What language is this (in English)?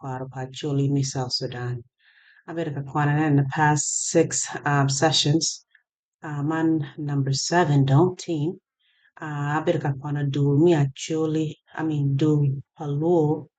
Acoli